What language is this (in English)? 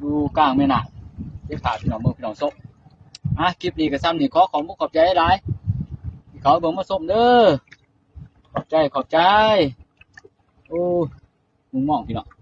Lao